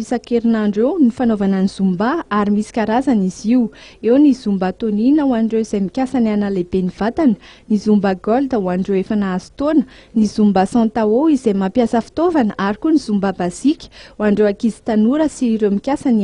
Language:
Malagasy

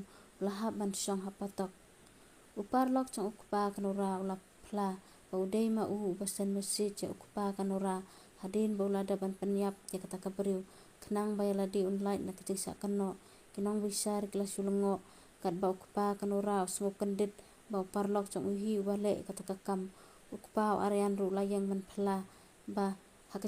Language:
Khasi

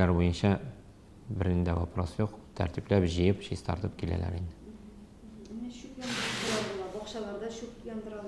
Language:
Tatar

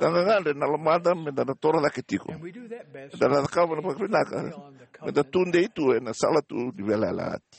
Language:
Fijian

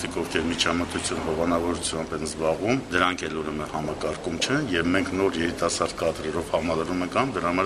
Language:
Armenian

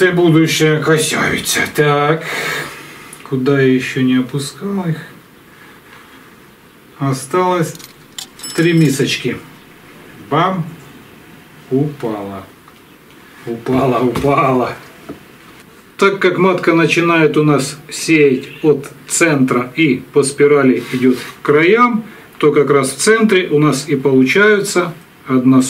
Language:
Russian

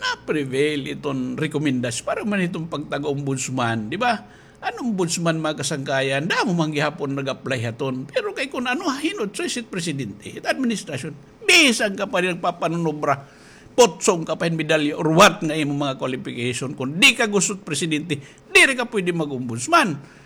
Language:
Waray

